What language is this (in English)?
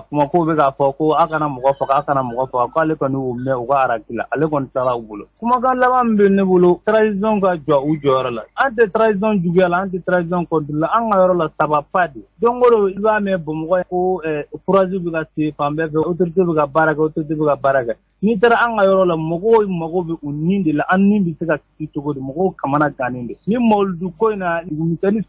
Bambara